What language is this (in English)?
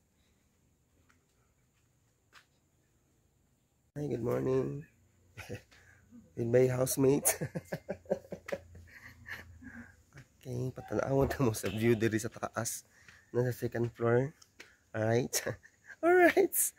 Cebuano